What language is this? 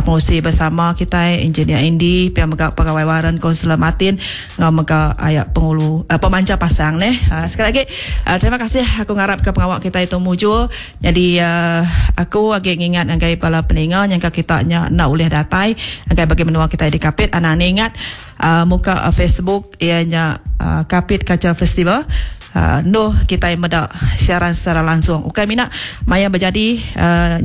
Iban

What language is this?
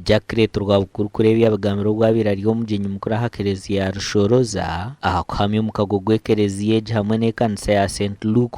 Nyankole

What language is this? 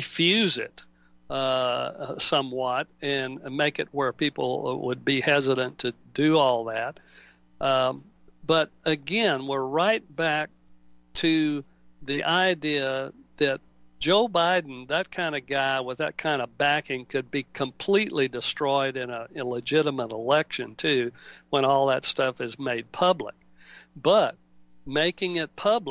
English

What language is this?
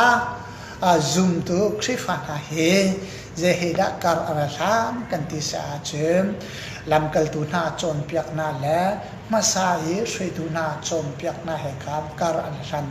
Hakha Chin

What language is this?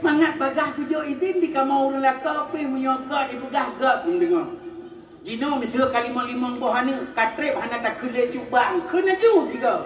Achinese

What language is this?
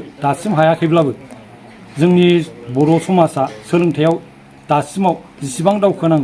Bodo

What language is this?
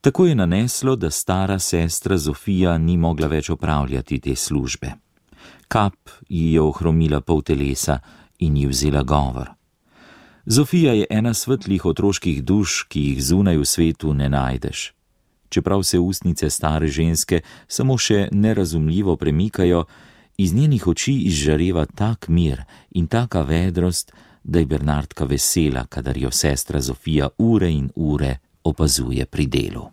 Slovenian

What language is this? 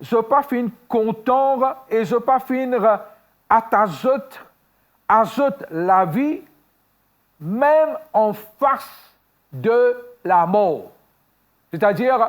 Morisyen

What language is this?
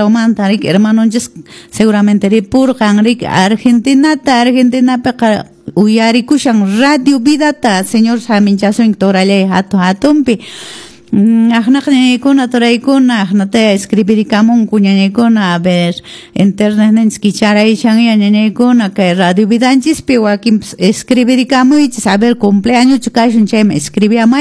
Quechua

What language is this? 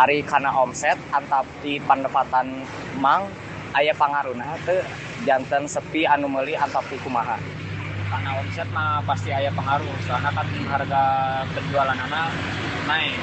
Sundanese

